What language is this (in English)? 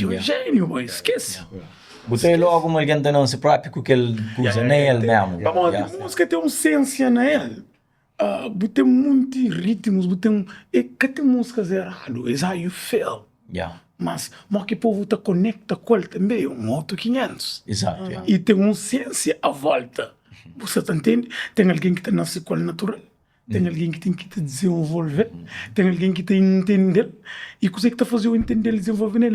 Kabuverdianu